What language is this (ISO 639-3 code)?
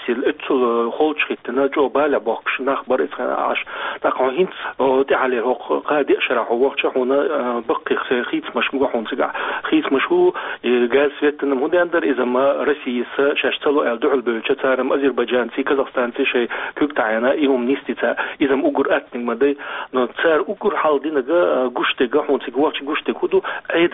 che